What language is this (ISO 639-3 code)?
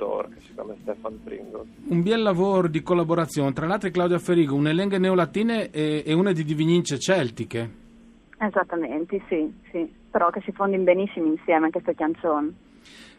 fur